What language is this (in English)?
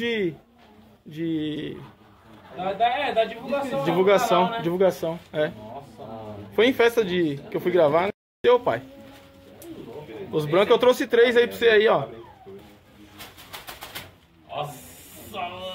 Portuguese